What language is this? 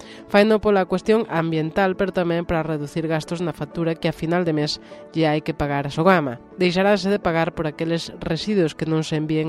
Galician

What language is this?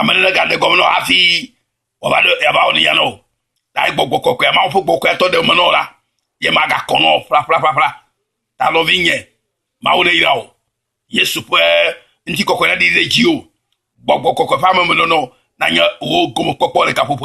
Ewe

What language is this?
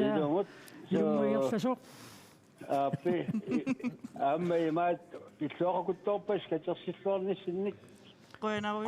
Kalaallisut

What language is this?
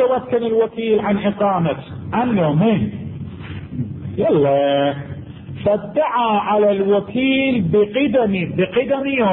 Arabic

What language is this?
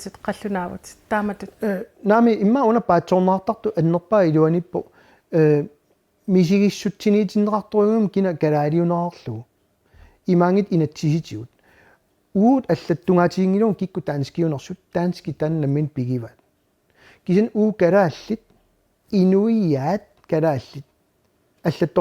Kalaallisut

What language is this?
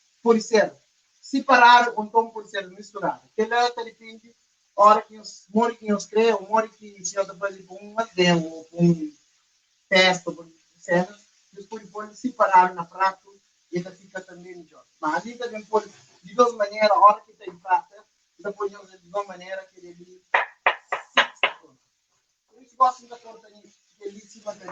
Kabuverdianu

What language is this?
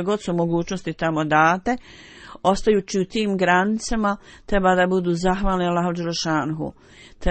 Bosnian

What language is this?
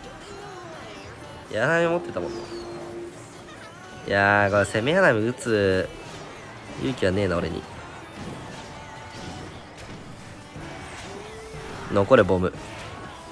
Japanese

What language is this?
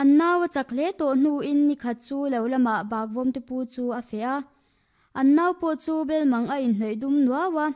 Mizo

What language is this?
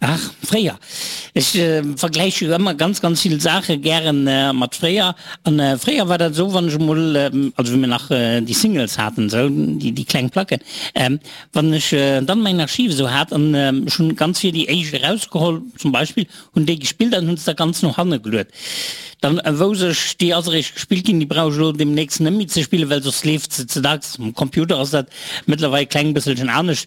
Luxembourgish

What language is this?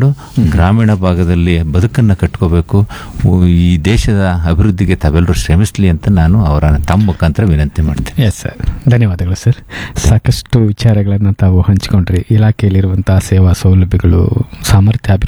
Kannada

